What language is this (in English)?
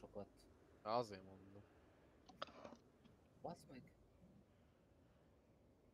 Hungarian